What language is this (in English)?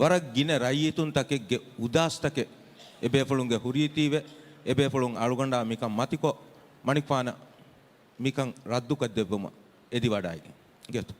Divehi